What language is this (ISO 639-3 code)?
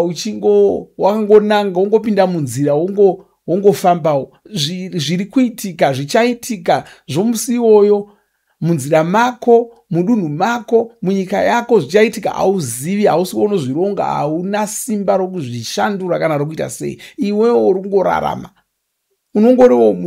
sna